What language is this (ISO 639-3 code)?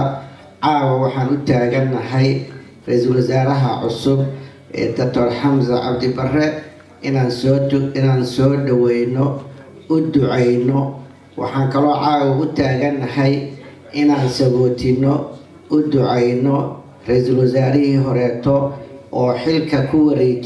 som